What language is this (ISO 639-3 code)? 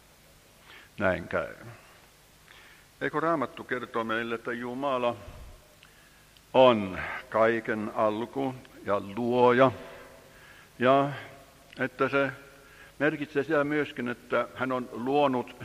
fin